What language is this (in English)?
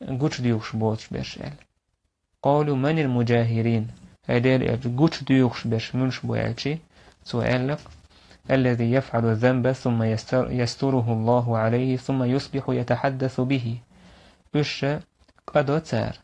Chechen